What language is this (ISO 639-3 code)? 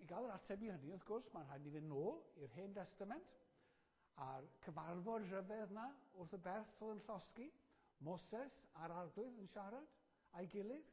cym